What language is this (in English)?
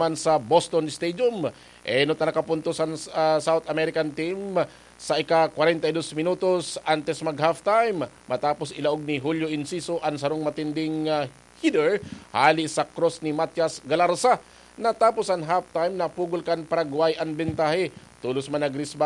Bikol